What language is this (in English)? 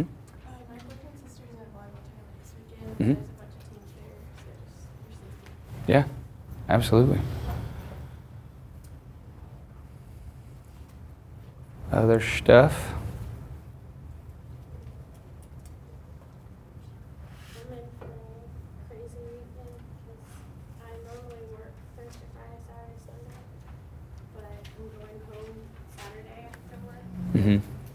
English